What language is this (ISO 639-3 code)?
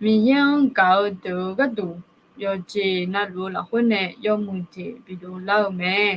ahk